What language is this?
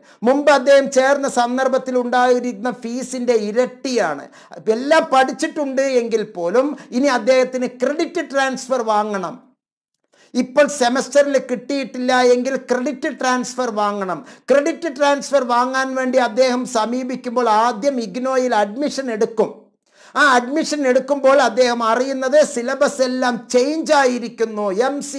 Malayalam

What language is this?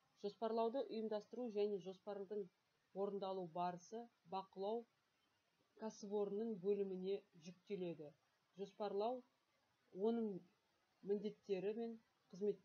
Kazakh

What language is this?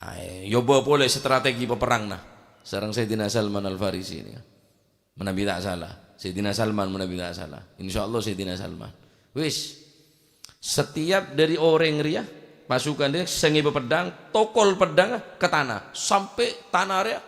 Madurese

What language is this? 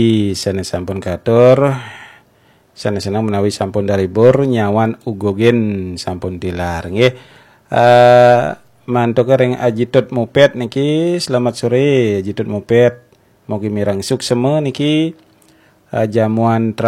Balinese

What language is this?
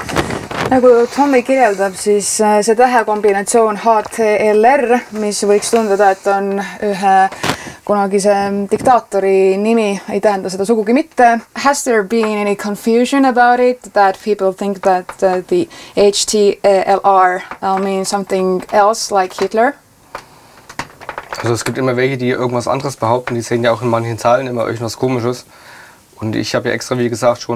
German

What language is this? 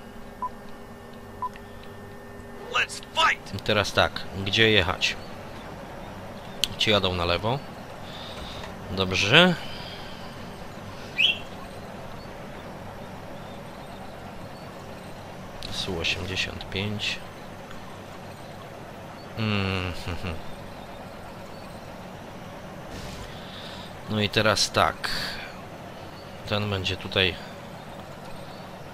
Polish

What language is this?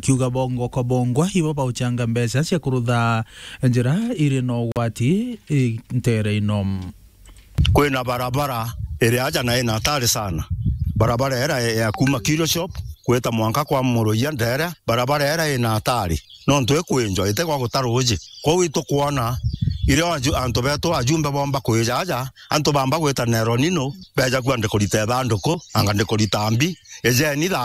Meru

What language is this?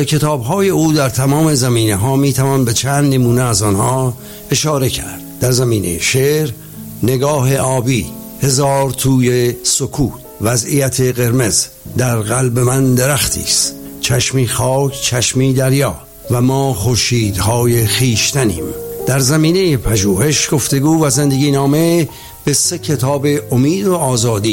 Persian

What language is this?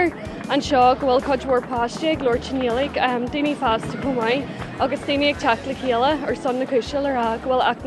Irish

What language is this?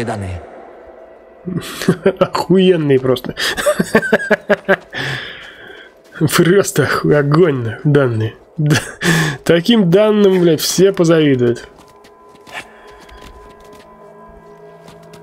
Russian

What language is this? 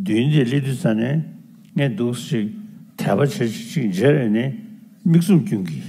Tibetan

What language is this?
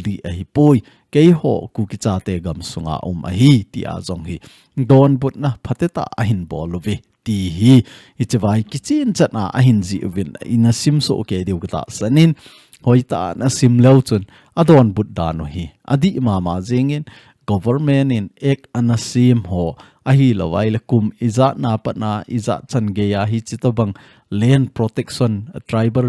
Thado Chin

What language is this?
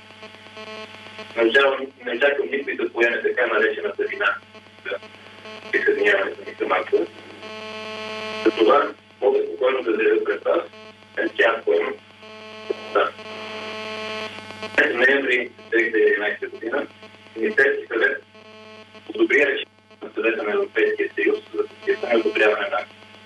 Bulgarian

